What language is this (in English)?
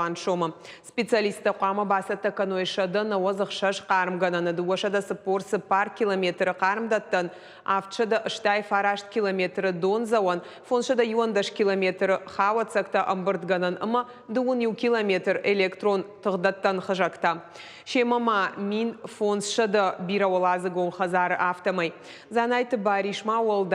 Ossetic